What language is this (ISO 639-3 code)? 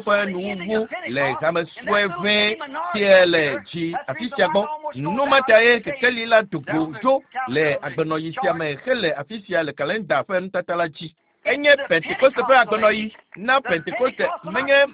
ewe